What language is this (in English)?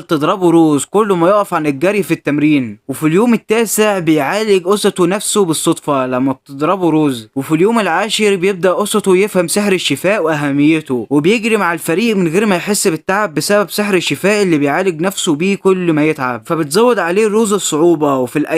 Egyptian Arabic